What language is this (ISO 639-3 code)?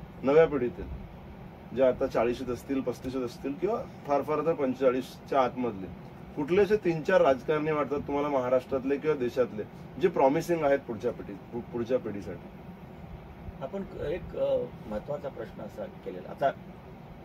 mar